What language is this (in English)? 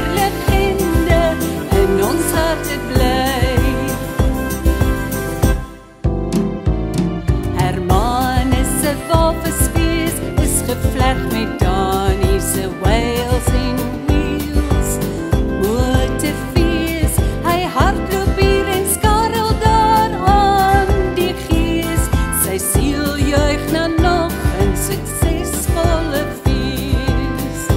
Afrikaans